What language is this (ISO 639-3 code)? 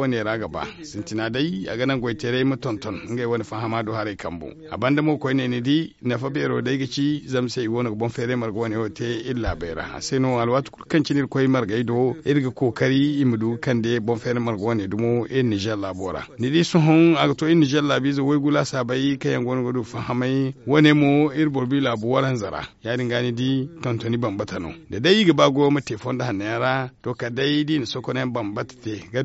dje